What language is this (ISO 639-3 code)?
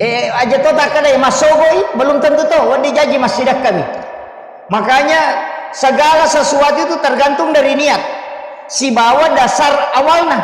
bug